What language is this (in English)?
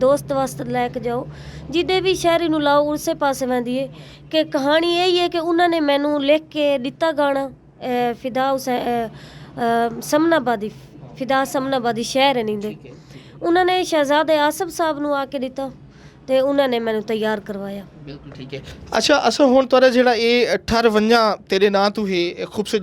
Saraiki